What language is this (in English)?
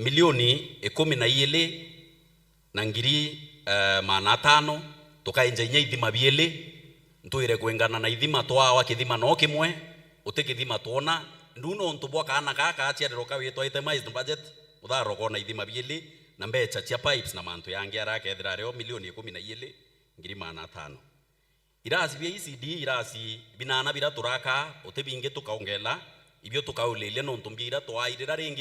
Meru